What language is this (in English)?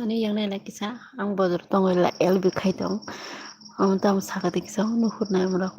Kok Borok